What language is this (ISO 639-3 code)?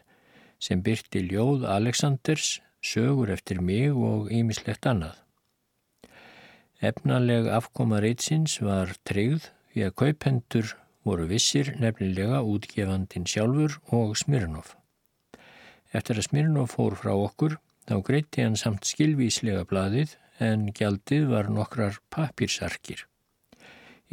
isl